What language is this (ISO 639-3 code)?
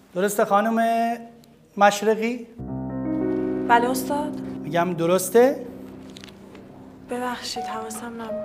fas